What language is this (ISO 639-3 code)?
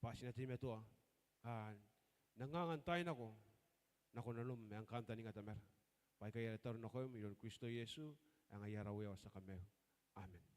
gil